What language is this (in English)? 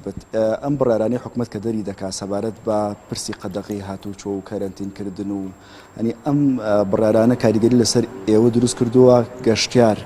Central Kurdish